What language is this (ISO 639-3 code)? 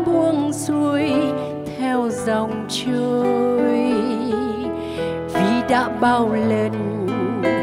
vie